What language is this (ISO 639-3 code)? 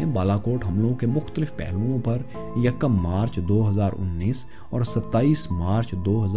urd